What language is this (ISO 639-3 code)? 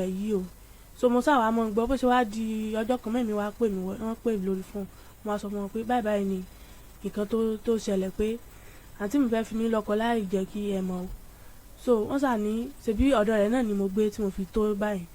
yor